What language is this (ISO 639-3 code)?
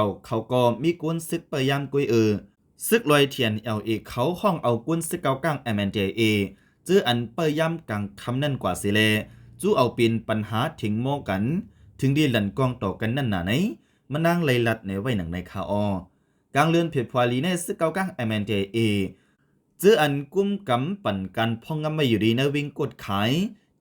shn